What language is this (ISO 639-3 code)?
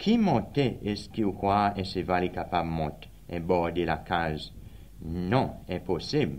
crs